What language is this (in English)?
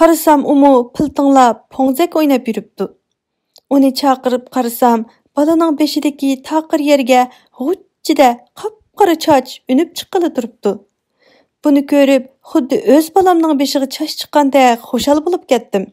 Uyghur